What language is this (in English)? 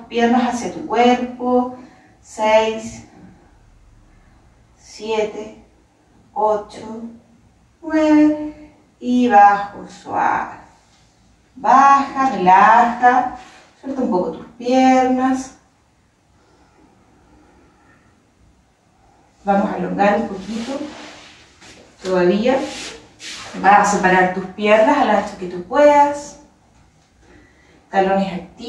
Spanish